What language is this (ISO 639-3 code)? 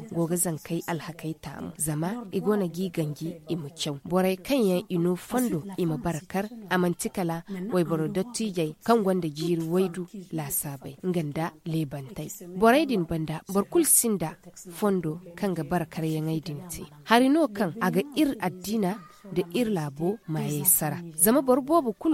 dje